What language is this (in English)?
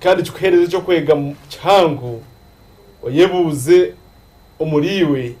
Nyankole